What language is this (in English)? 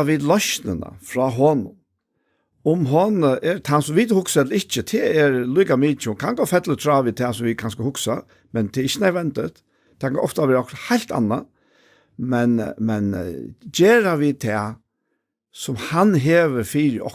Faroese